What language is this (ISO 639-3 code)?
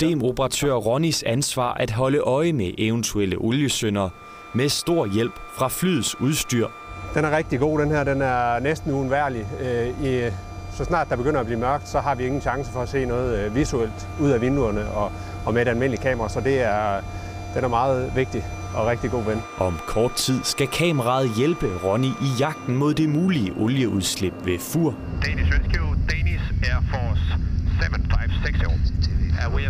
dan